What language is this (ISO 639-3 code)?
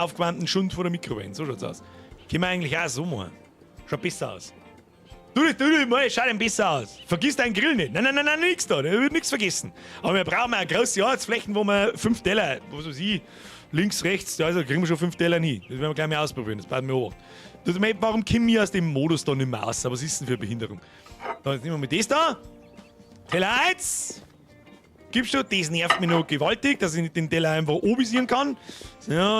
bar